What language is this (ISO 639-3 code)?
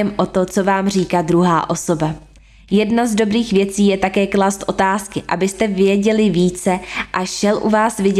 ces